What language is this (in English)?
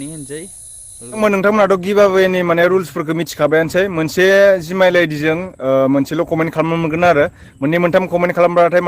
Bodo